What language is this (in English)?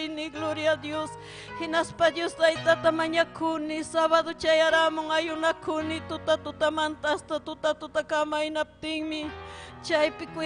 Ayacucho Quechua